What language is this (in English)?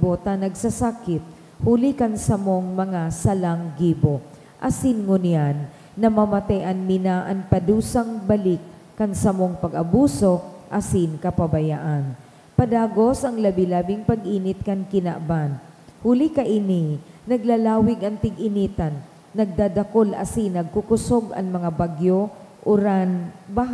Bikol